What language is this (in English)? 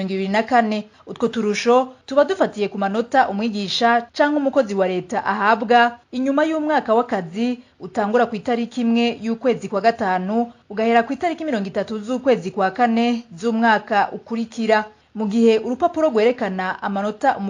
Rundi